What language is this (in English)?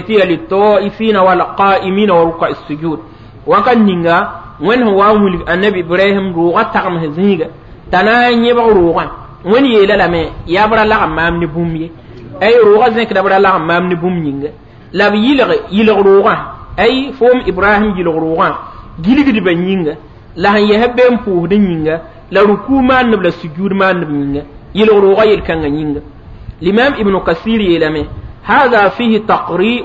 Mossi